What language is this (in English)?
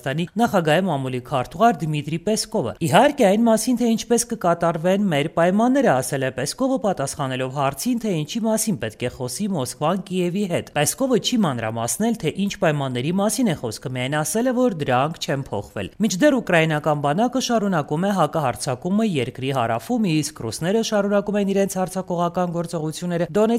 Armenian